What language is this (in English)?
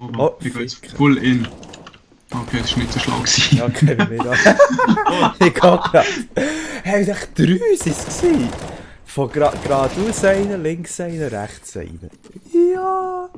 Swiss German